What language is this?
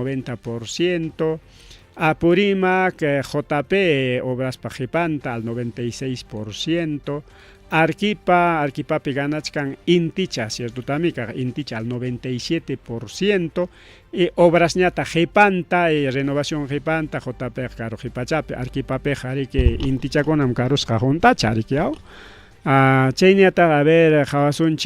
Ayacucho Quechua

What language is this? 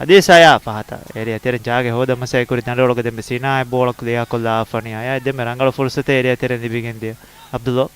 Divehi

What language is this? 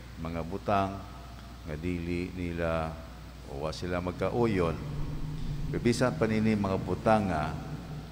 Cebuano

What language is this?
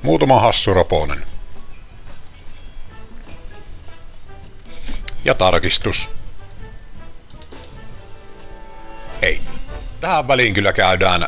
Finnish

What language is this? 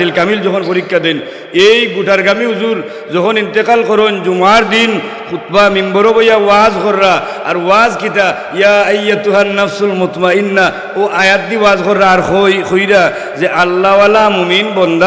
Sylheti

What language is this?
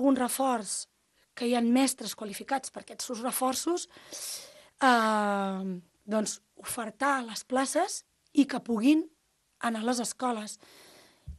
Catalan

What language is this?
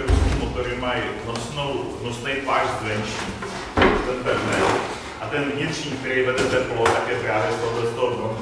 Czech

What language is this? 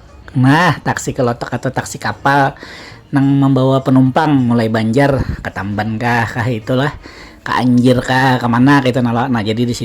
Banjar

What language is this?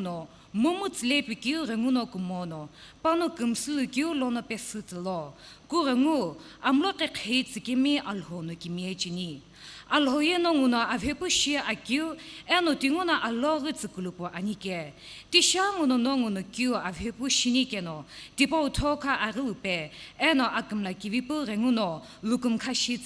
Sumi Naga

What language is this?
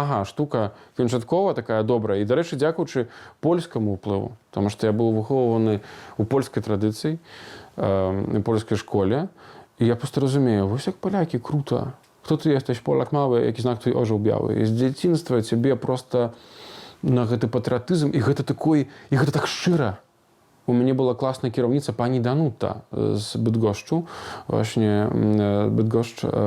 Belarusian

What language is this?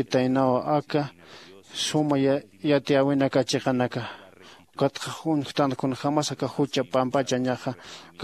Aymara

